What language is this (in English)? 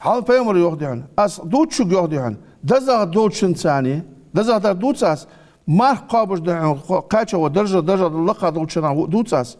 Ingush